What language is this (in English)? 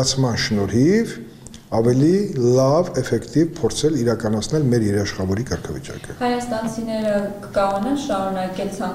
Armenian